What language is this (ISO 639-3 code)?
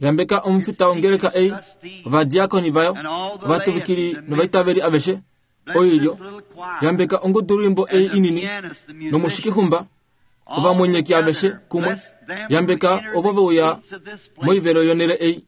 kua